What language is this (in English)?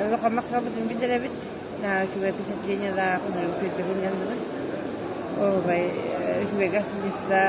Yakut